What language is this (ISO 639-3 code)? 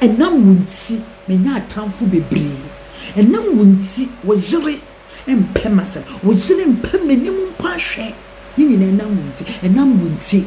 aka